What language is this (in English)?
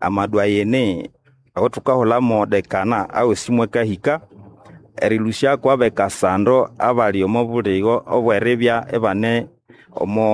Nande